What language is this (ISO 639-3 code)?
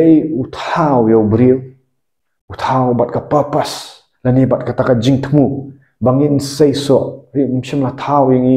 kha